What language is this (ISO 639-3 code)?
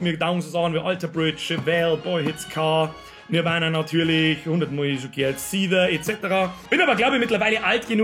bar